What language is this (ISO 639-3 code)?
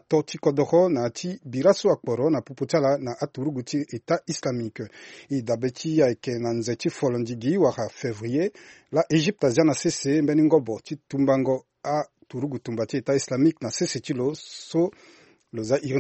sag